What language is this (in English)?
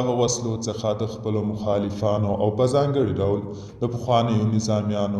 Pashto